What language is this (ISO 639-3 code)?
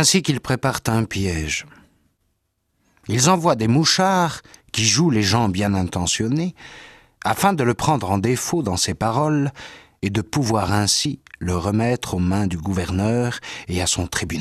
fra